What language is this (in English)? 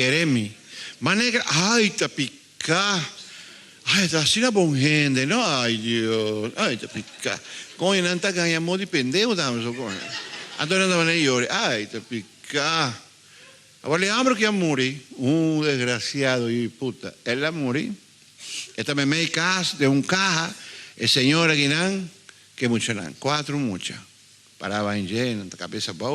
Papiamento